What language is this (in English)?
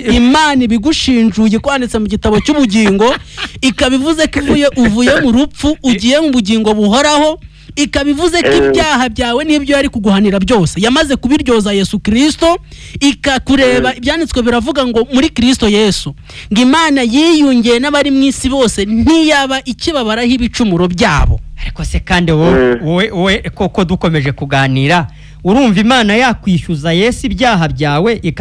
Kinyarwanda